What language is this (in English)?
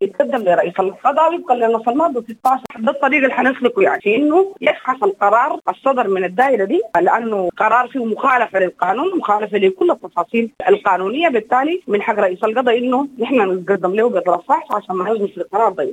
Sudanese Arabic